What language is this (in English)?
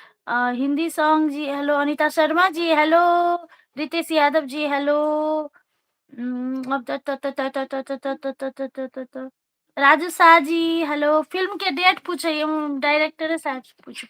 Maithili